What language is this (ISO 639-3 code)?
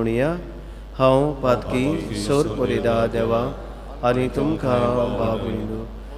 kok